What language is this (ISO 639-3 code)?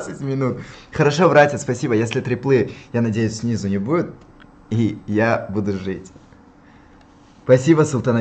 rus